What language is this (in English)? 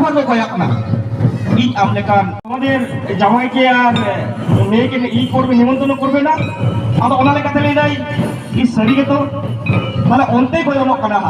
Santali